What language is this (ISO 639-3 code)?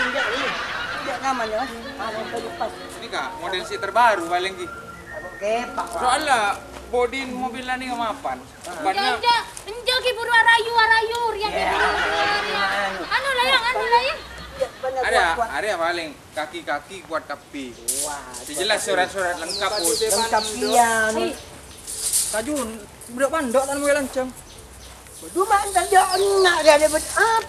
mad